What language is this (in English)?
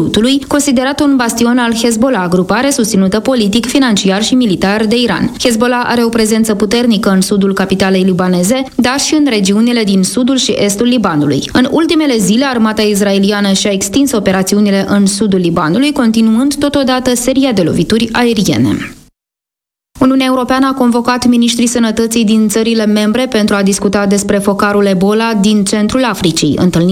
Romanian